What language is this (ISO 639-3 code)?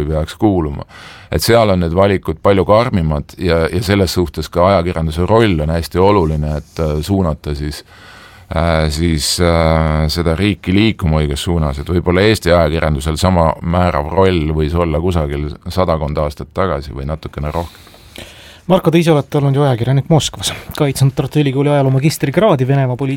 est